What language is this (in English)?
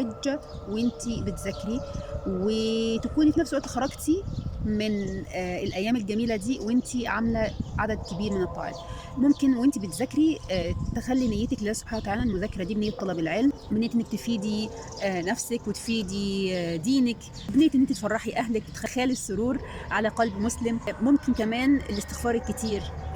Egyptian Arabic